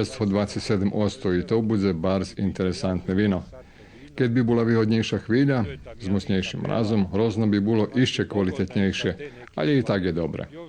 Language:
Rusyn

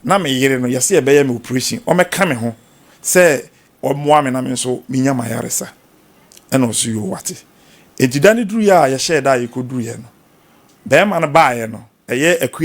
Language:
Akan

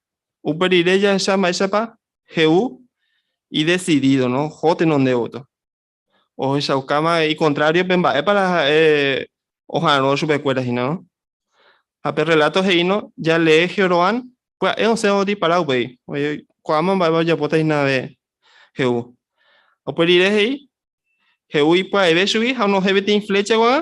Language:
Guarani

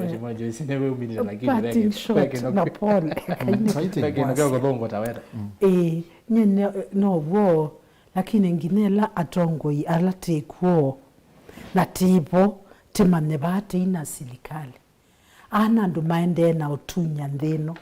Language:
Kamba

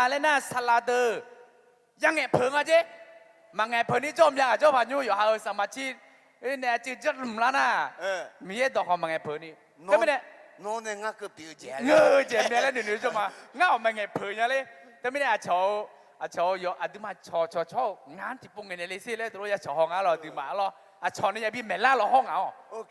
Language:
Akha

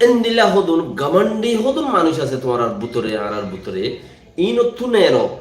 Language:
Rohingya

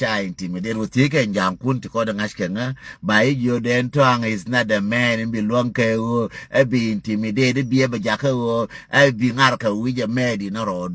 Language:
Nuer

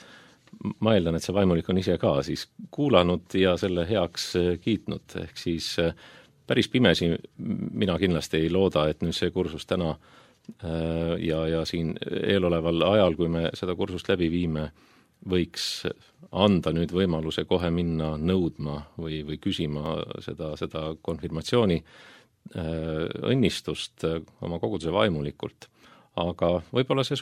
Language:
Estonian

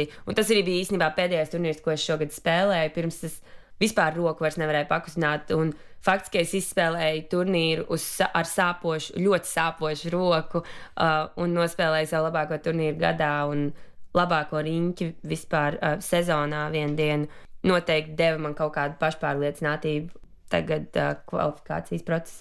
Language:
Latvian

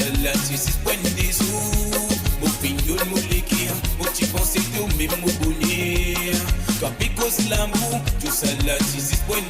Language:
Morisyen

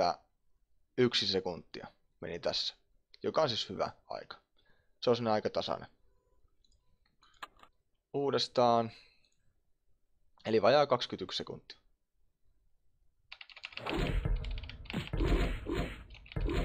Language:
Finnish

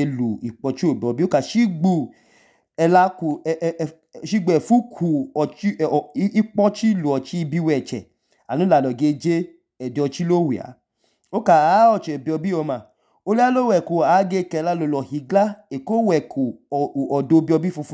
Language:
Idoma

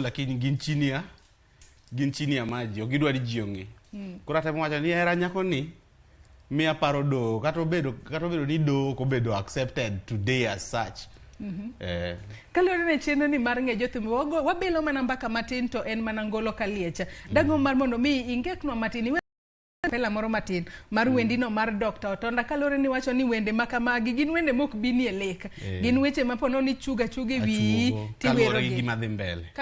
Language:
Luo (Kenya and Tanzania)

